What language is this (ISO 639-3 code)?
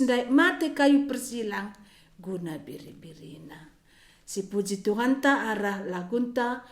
btx